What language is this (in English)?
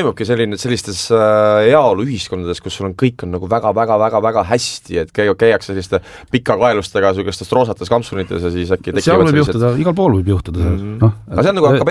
Estonian